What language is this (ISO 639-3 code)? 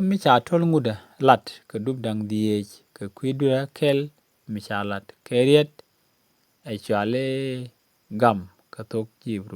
nus